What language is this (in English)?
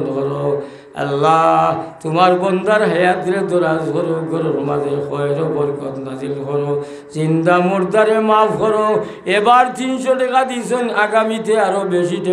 Sylheti